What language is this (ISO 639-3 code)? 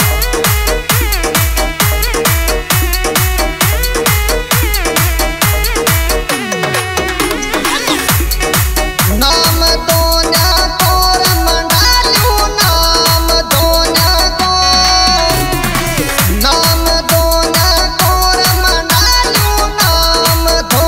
raj